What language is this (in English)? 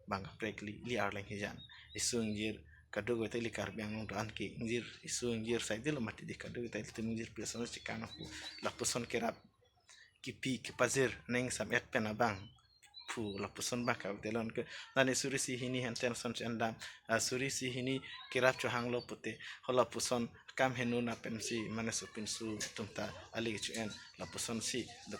Karbi